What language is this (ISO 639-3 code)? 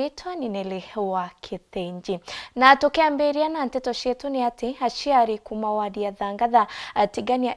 mer